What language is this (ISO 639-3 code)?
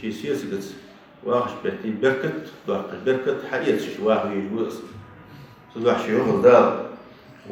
inh